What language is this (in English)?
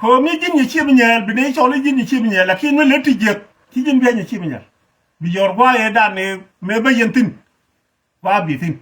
Nuer